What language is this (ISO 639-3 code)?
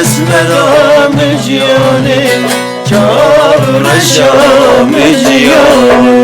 kur